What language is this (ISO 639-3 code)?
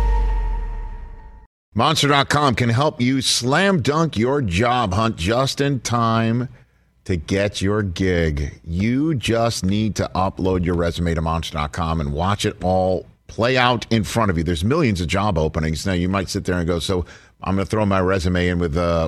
eng